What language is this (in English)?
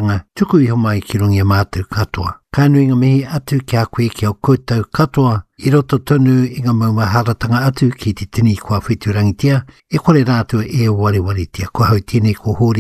Māori